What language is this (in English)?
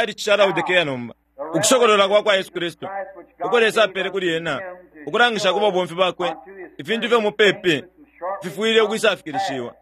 Bemba